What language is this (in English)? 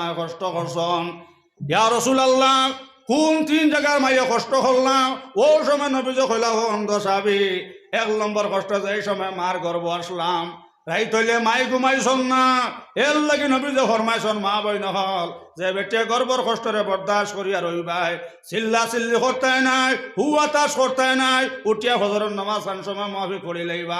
Sylheti